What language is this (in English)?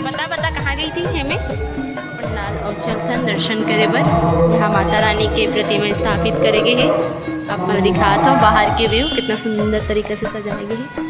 Chhattisgarhi